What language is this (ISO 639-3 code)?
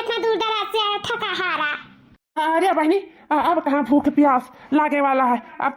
awa